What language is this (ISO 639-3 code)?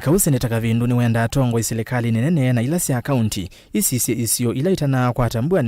kam